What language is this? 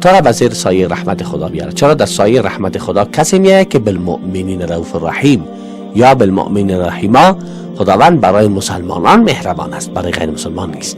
Persian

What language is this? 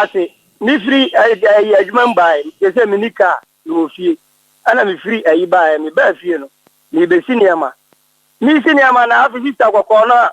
Akan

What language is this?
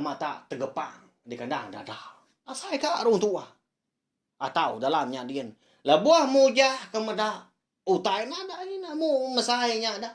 Iban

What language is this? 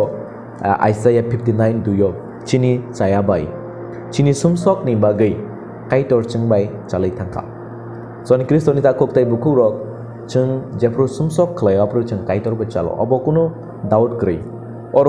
Kok Borok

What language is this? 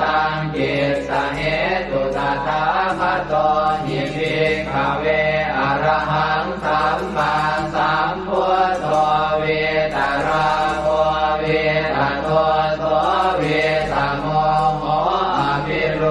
Pali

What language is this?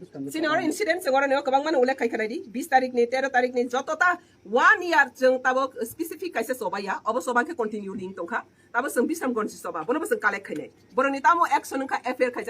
Riang (India)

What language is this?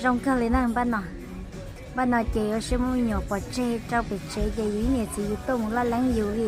Hmong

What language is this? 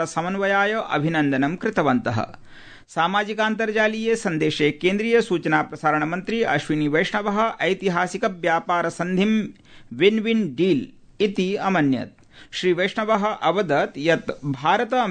Sanskrit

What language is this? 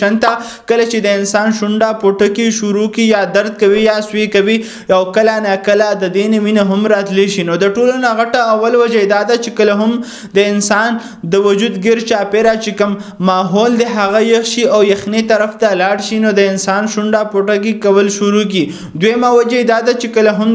Pashto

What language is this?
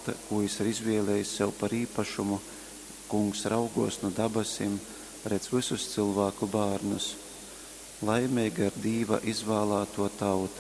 Latgalian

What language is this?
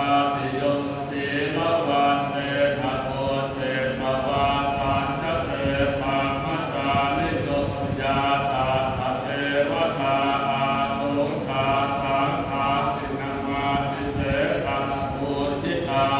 Pali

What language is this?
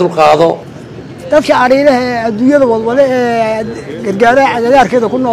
Somali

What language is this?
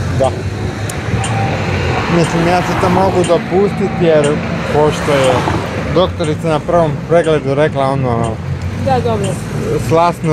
Croatian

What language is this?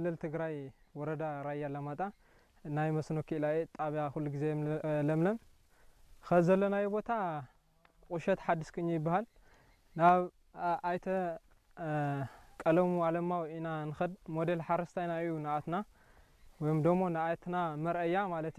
Tigrinya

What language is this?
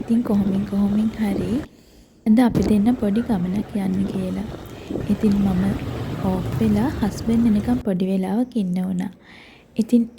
Sinhala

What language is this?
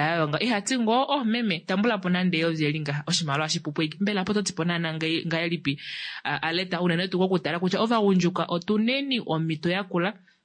Kuanyama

